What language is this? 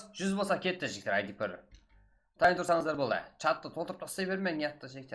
Kara-Kalpak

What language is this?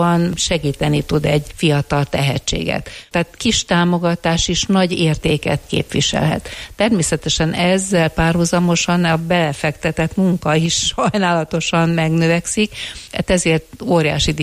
Hungarian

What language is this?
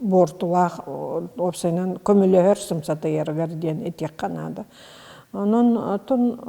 Yakut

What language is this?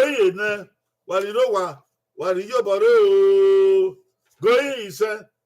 Bini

